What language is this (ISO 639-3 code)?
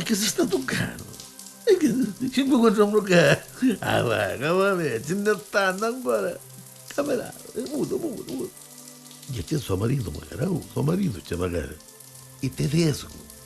nap